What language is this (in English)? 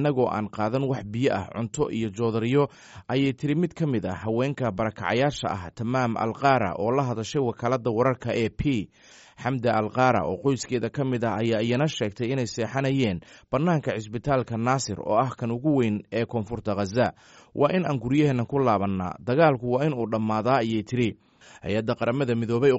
Somali